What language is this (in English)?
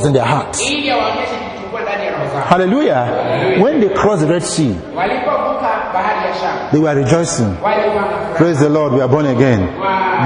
Swahili